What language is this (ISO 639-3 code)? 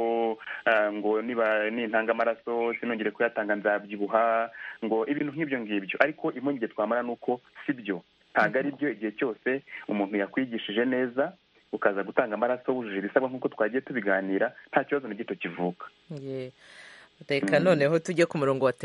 kin